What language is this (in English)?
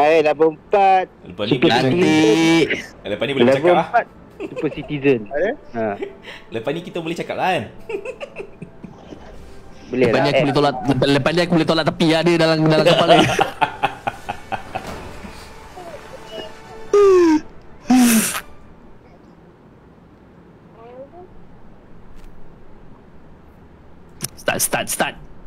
Malay